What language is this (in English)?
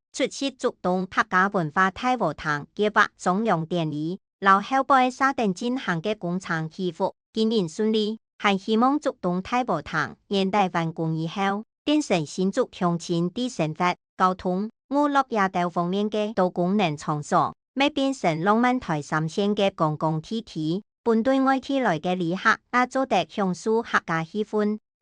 Hakka Chinese